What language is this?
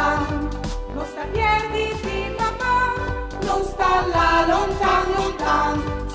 Friulian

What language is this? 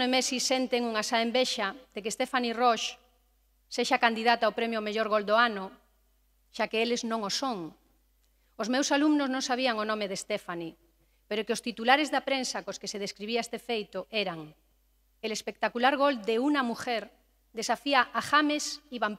Galician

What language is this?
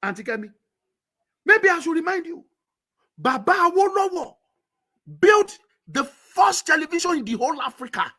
Yoruba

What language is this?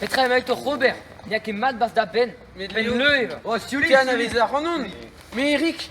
Breton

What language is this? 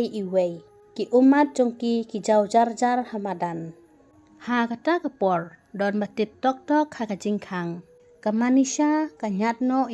Khasi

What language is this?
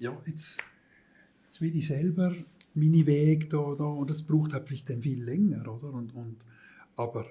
Swiss German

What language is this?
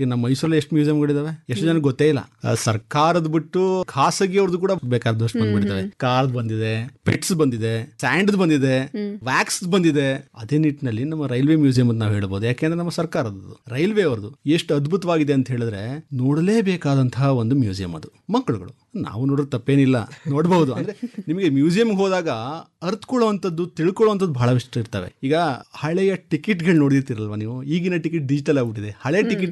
Kannada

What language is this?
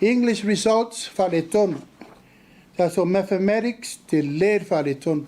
Samoan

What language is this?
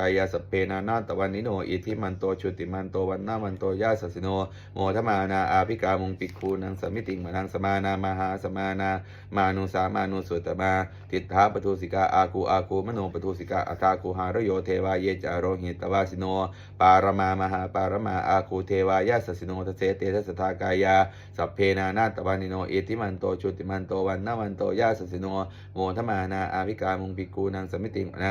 Pali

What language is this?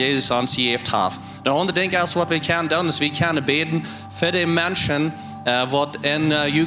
Plautdietsch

